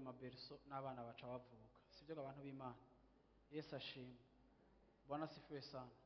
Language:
Rundi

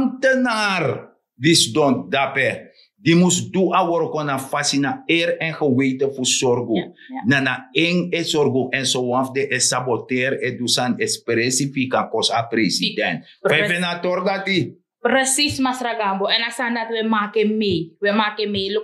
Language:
Sranan Tongo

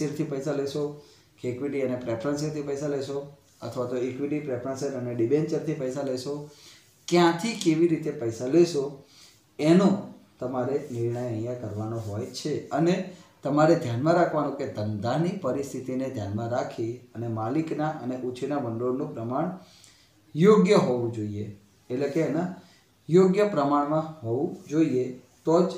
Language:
Gujarati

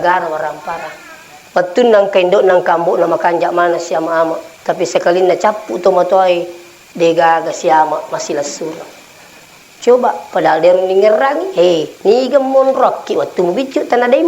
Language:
Buginese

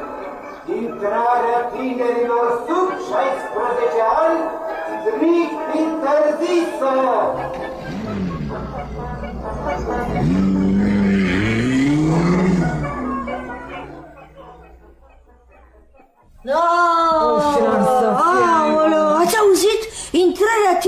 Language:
Romanian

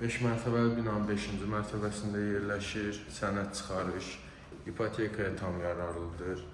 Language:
Azerbaijani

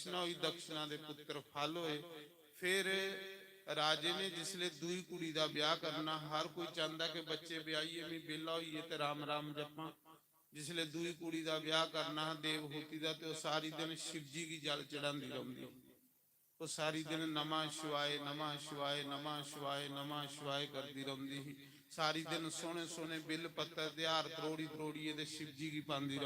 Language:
Dogri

